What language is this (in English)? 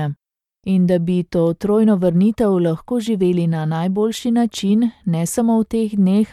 Slovenian